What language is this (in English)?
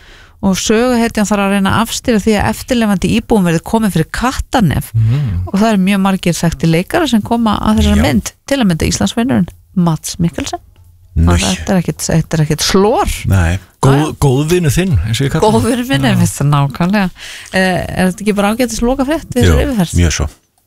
Icelandic